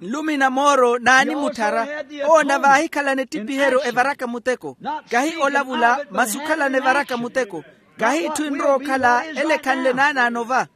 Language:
Makhuwa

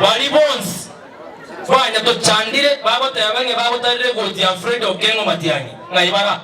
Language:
Gusii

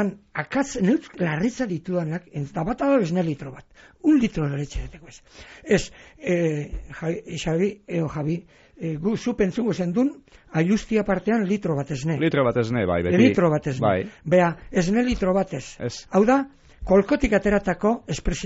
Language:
Basque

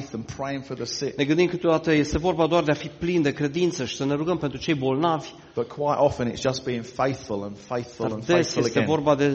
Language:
Romanian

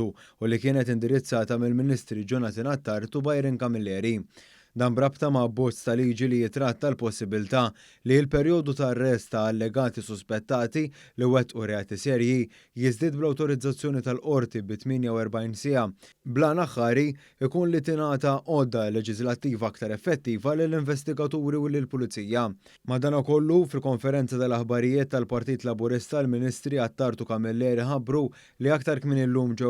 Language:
Maltese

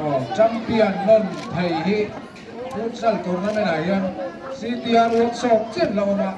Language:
Mizo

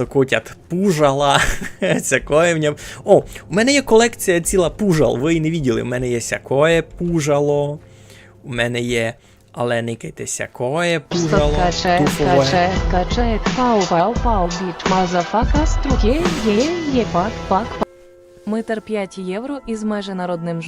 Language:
Rusyn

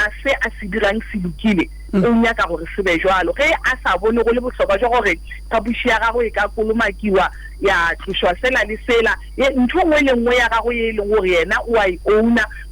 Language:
Northern Sotho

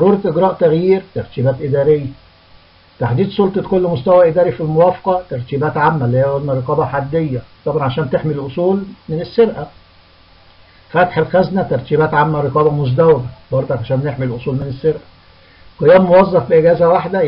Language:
Egyptian Arabic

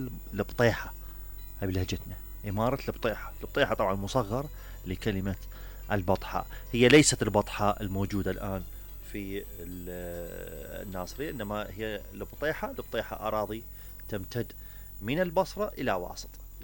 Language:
Mesopotamian Arabic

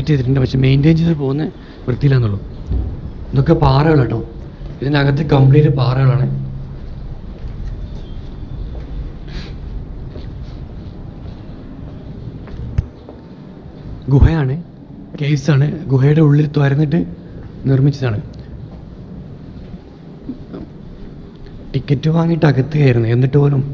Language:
Malayalam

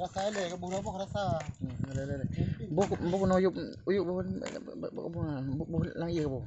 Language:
Achinese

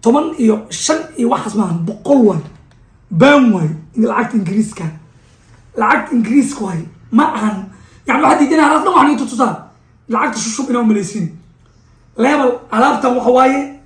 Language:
Somali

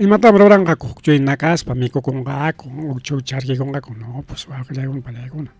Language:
Ayacucho Quechua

